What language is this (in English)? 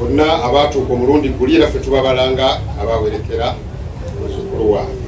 Ganda